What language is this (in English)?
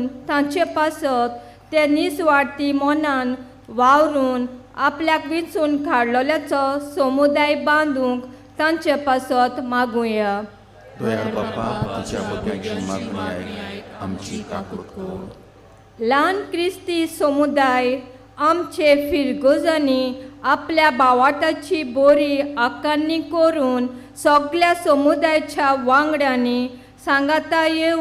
Konkani